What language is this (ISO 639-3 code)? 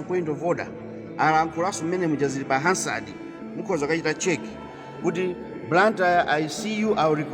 nya